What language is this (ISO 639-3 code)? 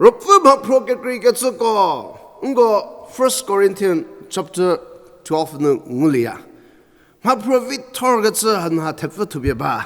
njm